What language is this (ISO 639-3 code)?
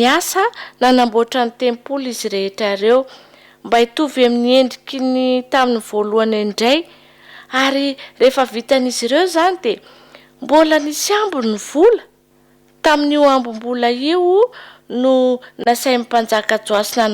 mlg